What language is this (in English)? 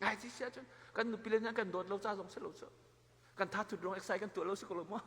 Hakha Chin